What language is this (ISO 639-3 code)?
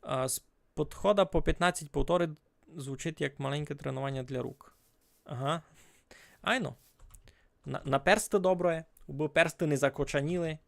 rue